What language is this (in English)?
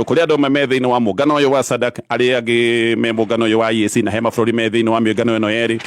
Kikuyu